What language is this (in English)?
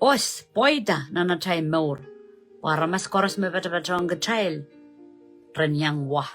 Pohnpeian